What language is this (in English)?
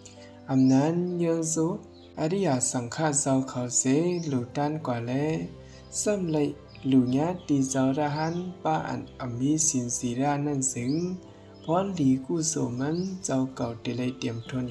Shan